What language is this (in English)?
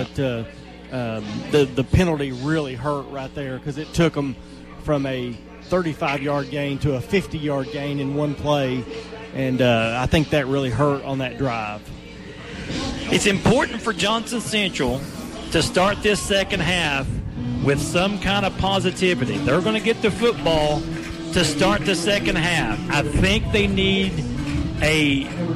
English